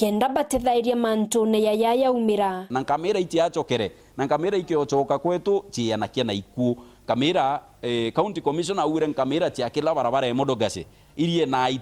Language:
Meru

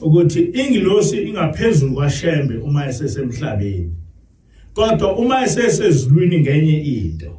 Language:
Zulu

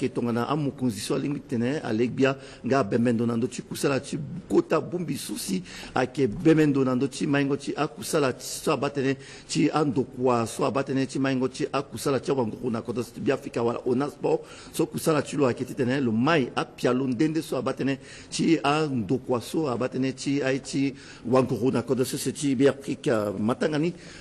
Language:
Sango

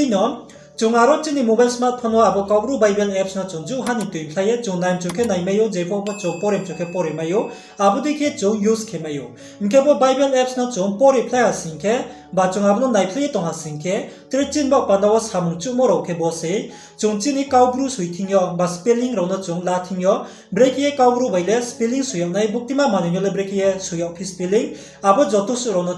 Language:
Riang (India)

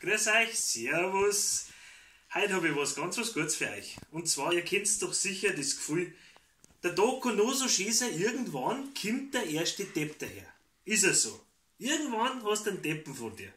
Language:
Bavarian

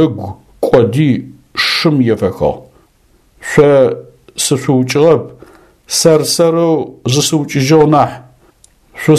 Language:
Adyghe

